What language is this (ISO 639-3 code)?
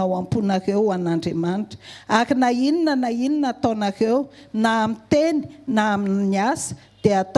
mlg